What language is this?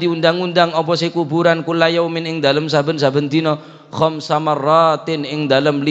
Madurese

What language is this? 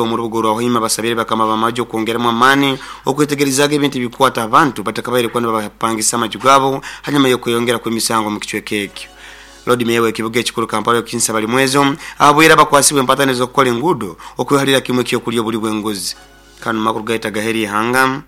Nyoro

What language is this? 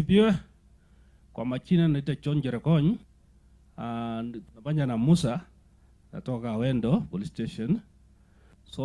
Gusii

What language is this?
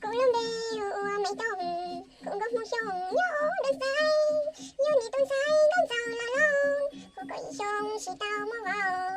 Hmong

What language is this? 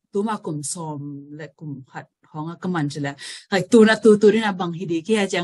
Tedim Chin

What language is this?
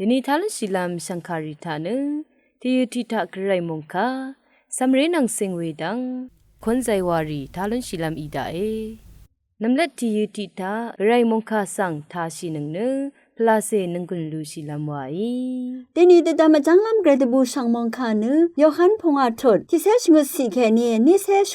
Rawang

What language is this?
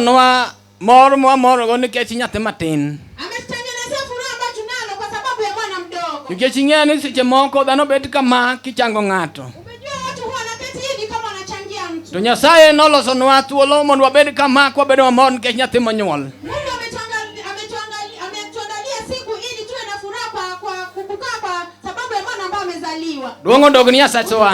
Luo (Kenya and Tanzania)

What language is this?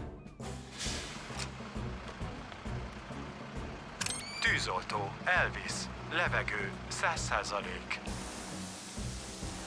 Hungarian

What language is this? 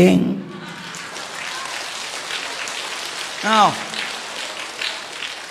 Vietnamese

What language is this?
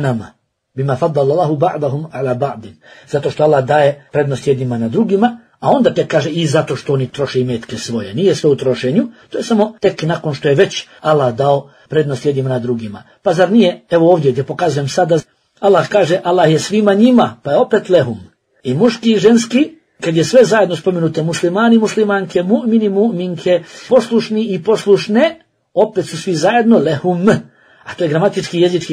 Bosnian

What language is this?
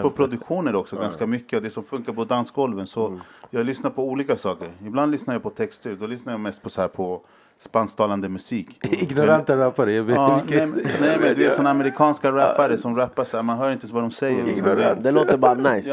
Swedish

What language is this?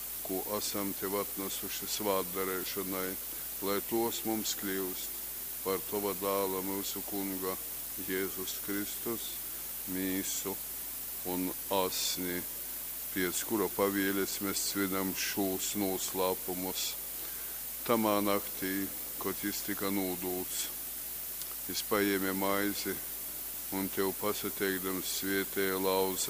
Latgalian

